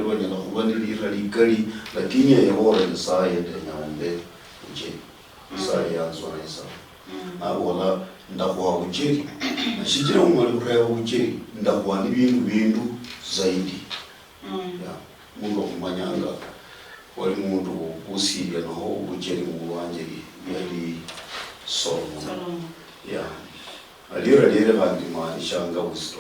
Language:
Luyia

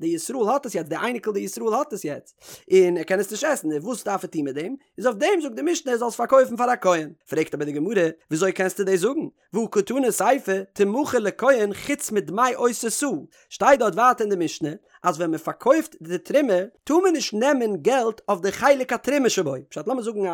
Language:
Yiddish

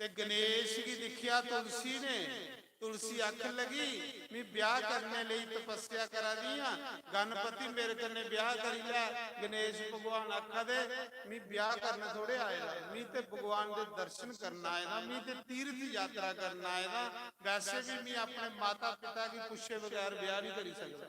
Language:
Dogri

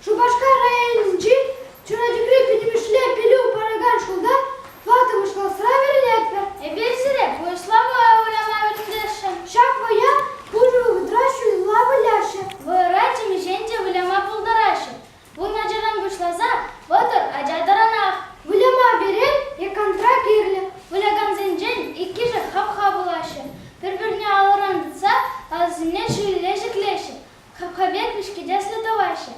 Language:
Chuvash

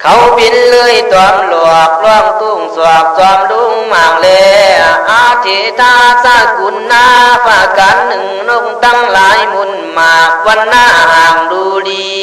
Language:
Khün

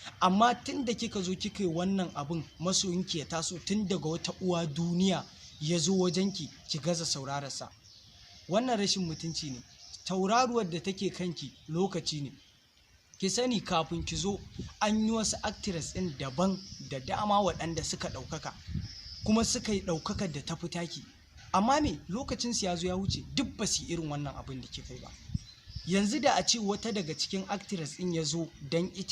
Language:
Hausa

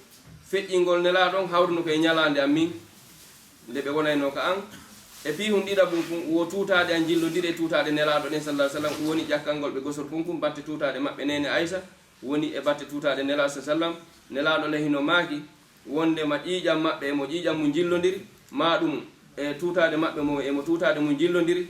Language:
Fula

